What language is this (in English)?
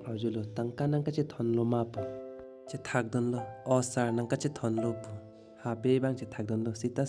Karbi